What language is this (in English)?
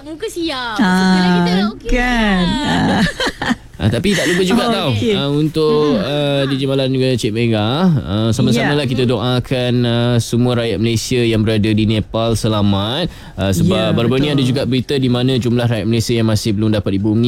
Malay